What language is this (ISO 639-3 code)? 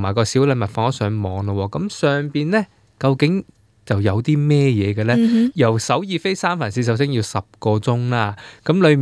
yue